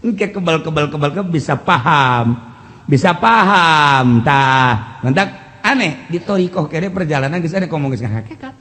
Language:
Sundanese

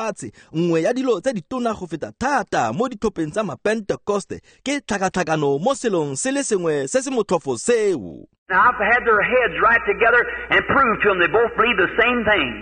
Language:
Tswana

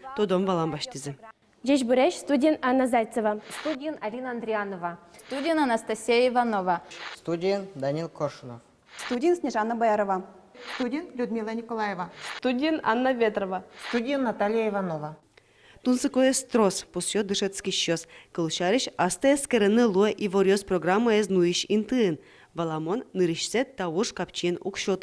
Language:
Udmurt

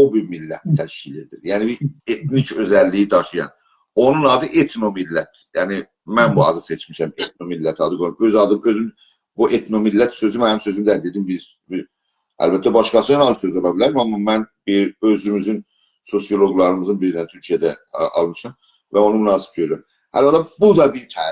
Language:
South Azerbaijani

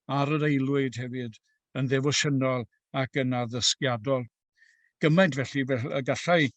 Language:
Welsh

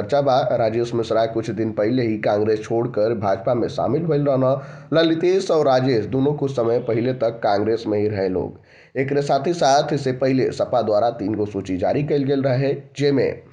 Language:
Bhojpuri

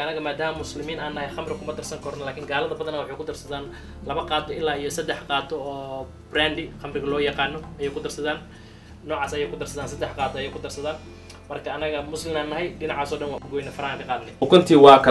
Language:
Somali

